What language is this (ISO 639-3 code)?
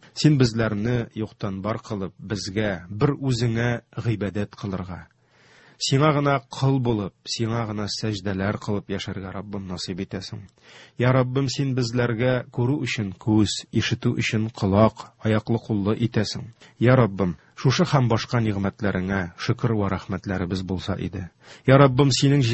tat